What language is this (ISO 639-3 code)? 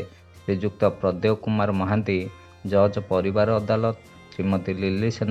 ori